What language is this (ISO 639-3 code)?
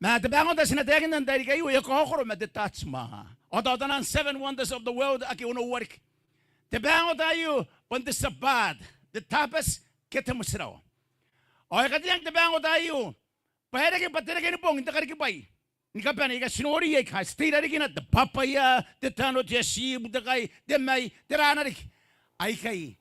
gil